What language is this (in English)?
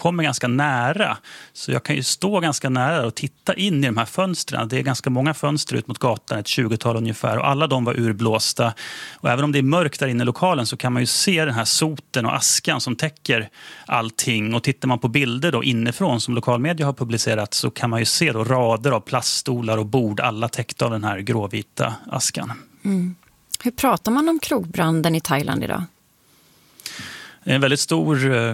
Swedish